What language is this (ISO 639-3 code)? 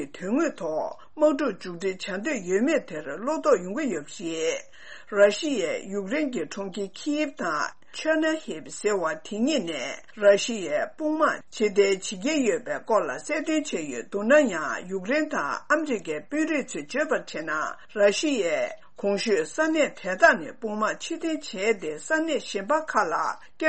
bod